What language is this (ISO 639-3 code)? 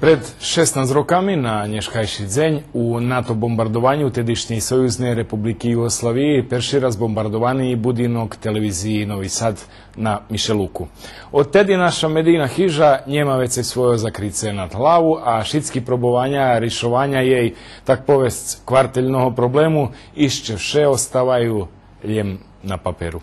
rue